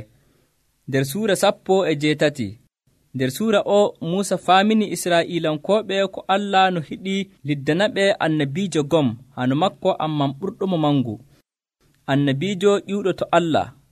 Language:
Nigerian Fulfulde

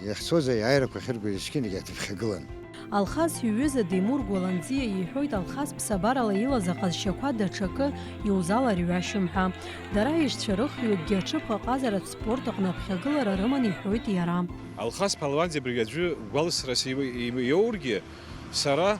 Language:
Abkhazian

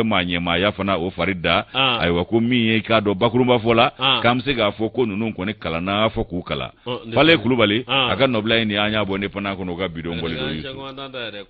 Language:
Bambara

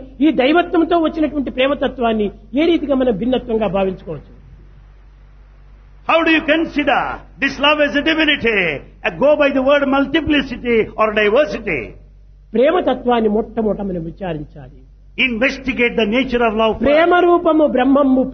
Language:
Telugu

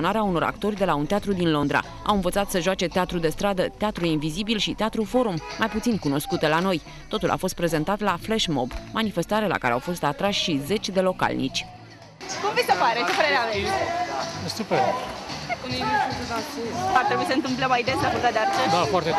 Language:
Romanian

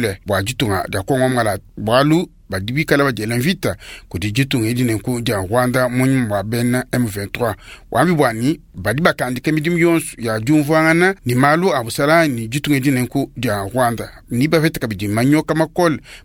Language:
Luba-Lulua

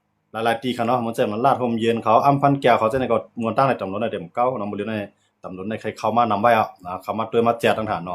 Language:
Shan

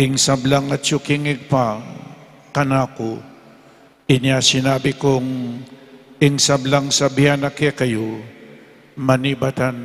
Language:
Pampanga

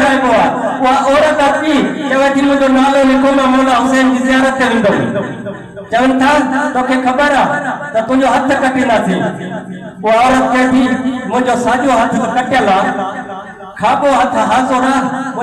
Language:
Sindhi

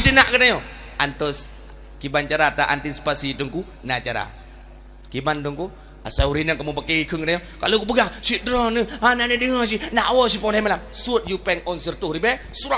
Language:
Achinese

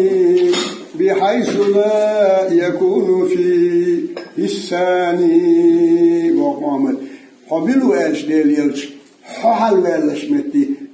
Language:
Chechen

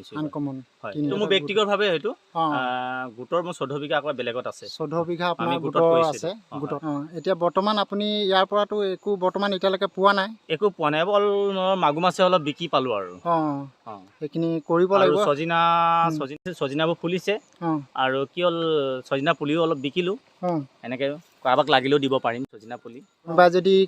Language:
Assamese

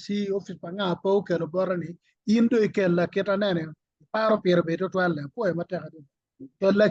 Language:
Acoli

